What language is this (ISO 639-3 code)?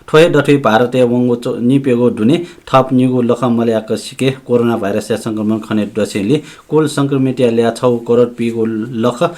new